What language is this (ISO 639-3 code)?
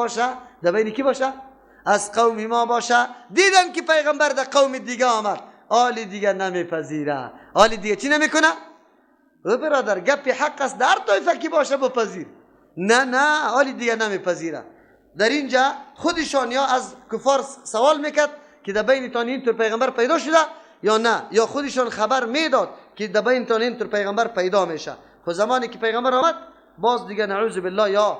fas